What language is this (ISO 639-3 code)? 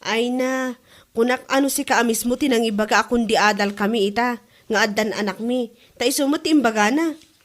ilo